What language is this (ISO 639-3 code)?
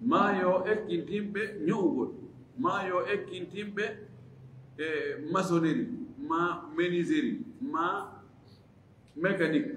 ful